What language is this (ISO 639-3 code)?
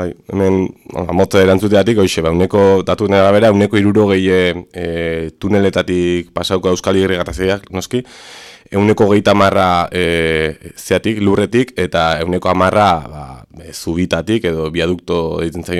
eus